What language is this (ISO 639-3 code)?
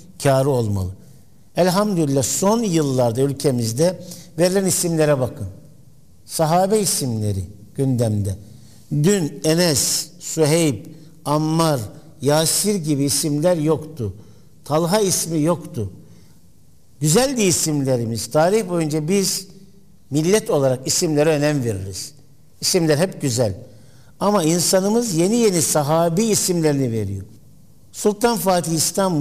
tur